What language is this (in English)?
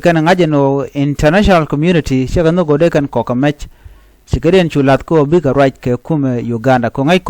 Nuer